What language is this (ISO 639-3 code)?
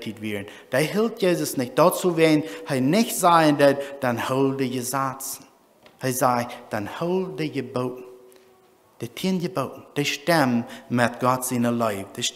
pdt